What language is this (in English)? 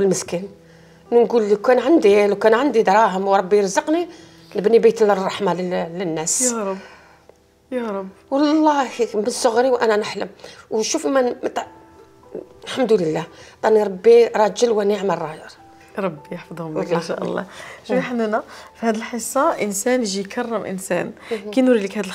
Algerian Arabic